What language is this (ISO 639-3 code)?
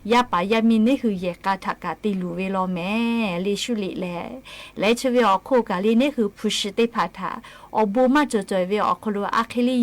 lhu